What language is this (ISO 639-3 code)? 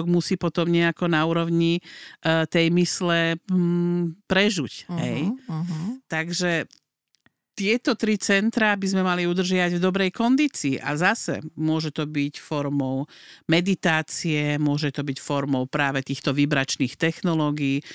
slk